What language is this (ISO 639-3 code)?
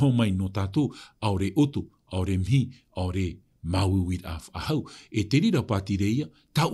tah